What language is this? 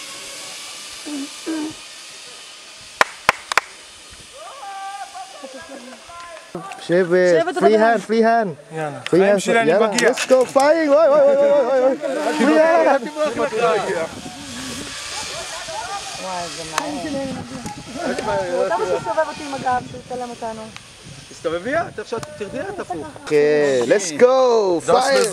Hebrew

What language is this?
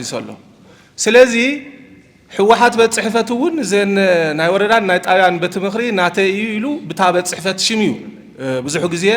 Tigrinya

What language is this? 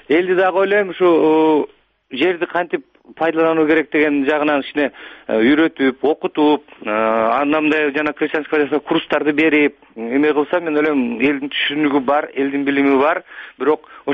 Kyrgyz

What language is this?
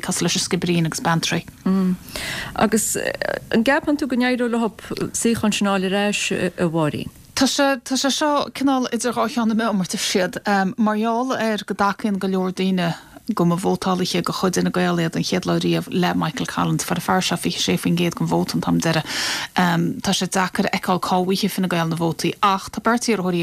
Irish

